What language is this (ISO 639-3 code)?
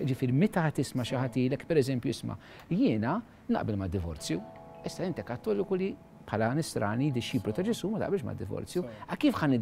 mlt